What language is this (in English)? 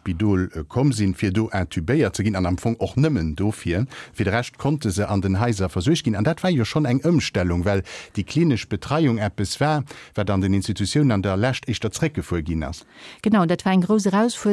Luxembourgish